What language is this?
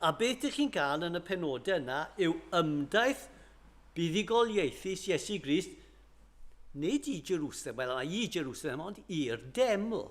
Welsh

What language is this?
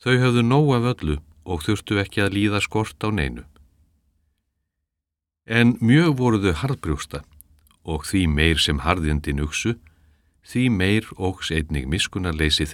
Icelandic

